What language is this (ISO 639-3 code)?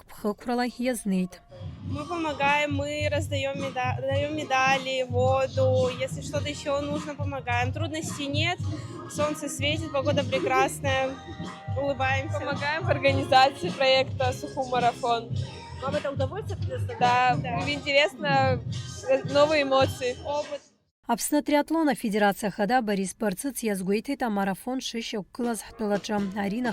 abk